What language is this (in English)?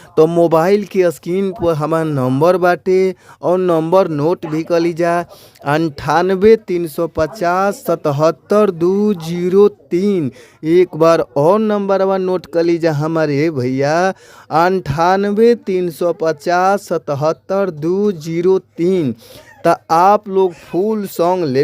Bhojpuri